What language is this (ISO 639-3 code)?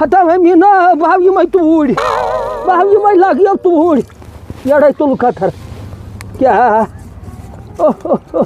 kas